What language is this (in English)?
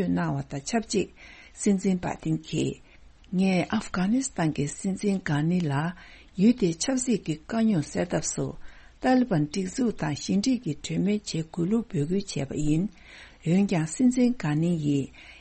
Tibetan